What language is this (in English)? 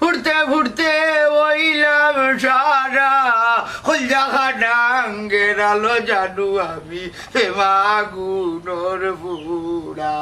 Sylheti